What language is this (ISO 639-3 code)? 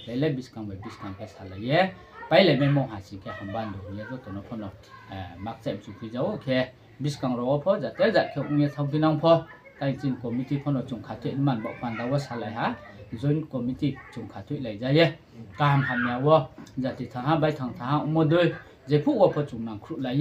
ria